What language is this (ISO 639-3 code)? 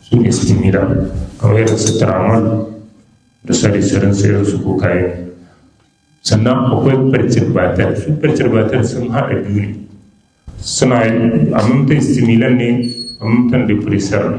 hau